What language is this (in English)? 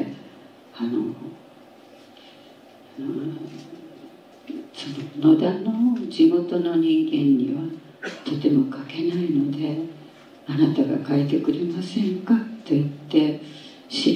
Japanese